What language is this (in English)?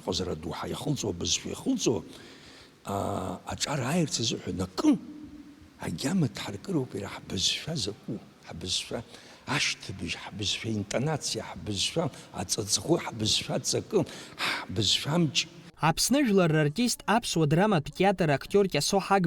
Abkhazian